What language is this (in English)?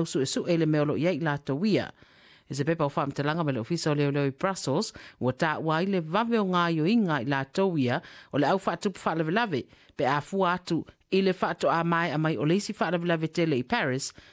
Samoan